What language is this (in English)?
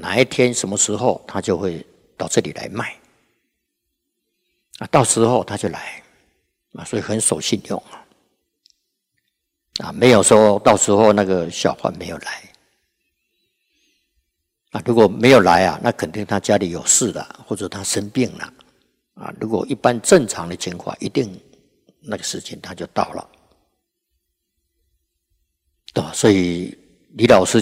Chinese